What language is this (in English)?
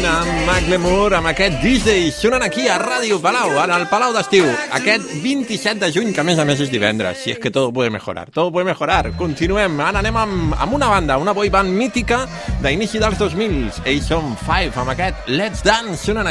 Catalan